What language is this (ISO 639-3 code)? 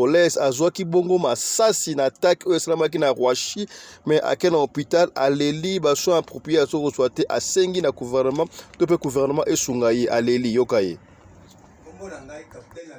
lin